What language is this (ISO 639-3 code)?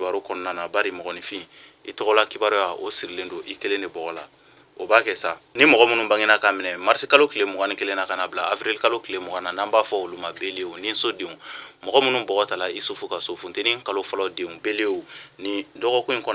bam